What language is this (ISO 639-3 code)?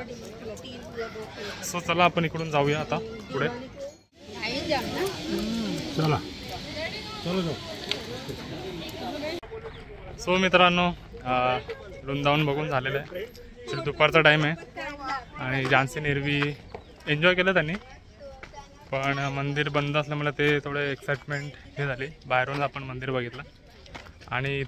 mar